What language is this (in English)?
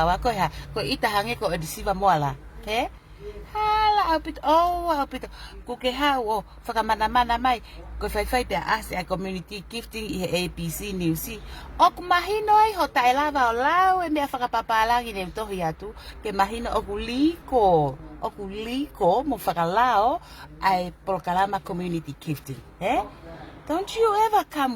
Tongan